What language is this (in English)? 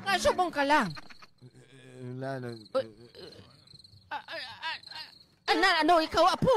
Hiligaynon